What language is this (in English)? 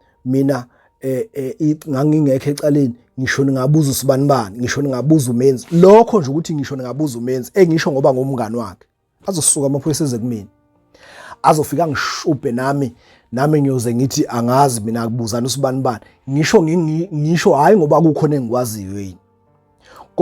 Zulu